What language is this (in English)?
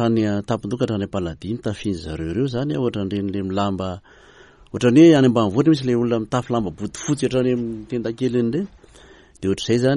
Malagasy